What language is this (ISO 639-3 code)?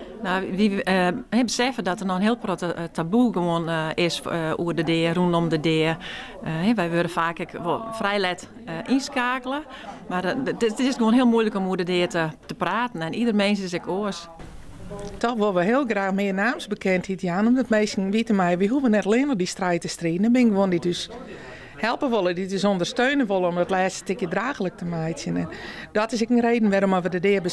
fry